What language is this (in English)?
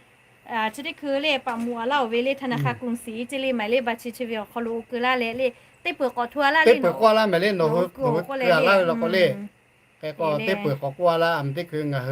Lahu